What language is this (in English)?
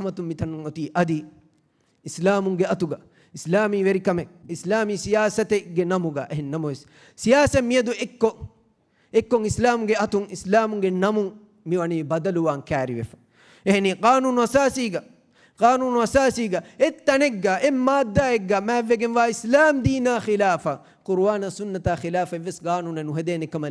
Divehi